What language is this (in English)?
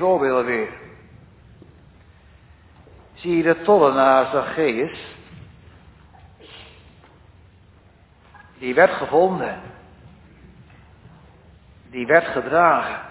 Dutch